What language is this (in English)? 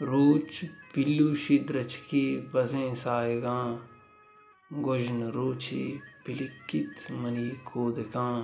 Baluchi